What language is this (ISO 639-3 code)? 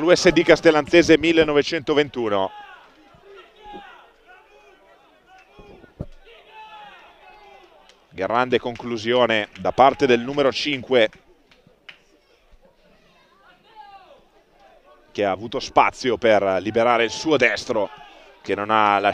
ita